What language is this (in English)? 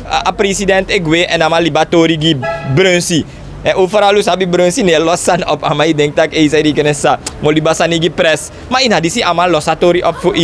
Sranan Tongo